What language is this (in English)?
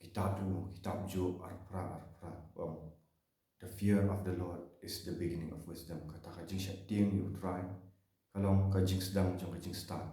Khasi